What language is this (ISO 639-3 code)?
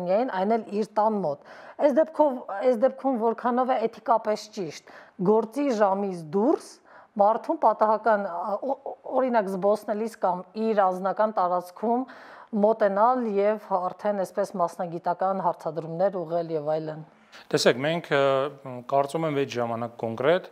hye